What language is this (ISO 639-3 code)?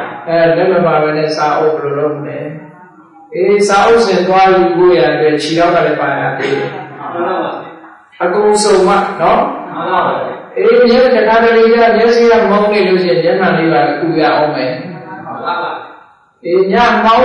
mya